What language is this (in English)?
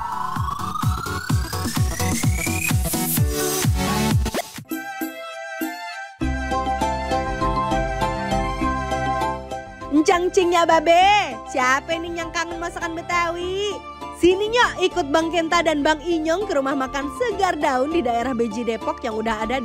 Indonesian